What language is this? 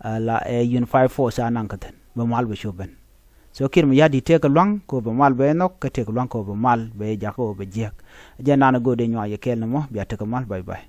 Nuer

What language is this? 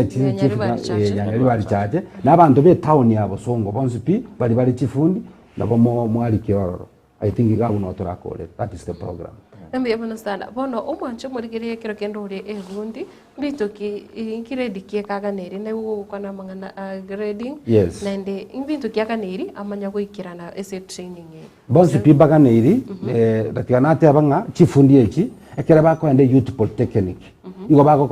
Gusii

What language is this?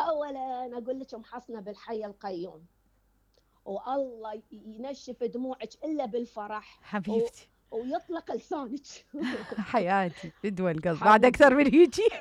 Mesopotamian Arabic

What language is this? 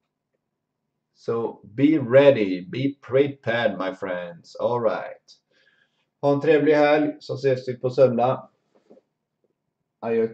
Swedish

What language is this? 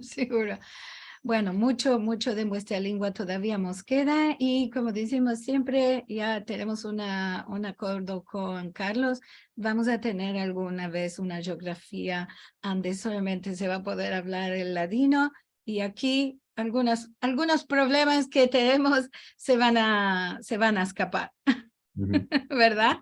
Ladino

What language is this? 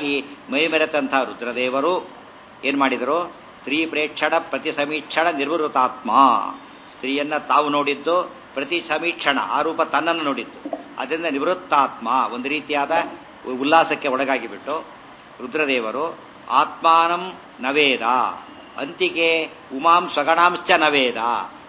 Kannada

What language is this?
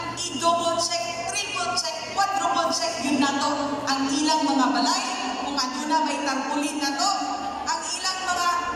Cebuano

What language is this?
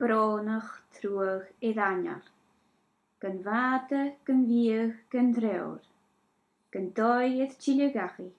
Scottish Gaelic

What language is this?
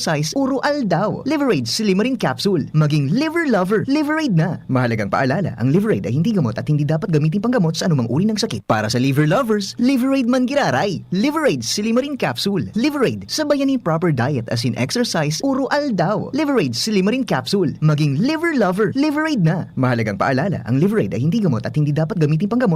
Bikol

